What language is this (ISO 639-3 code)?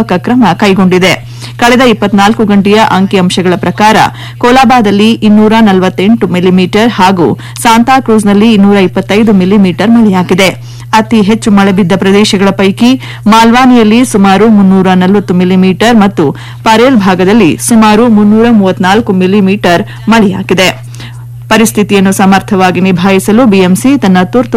kan